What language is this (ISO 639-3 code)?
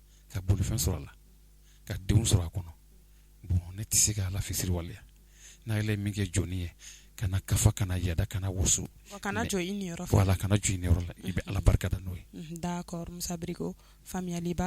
bam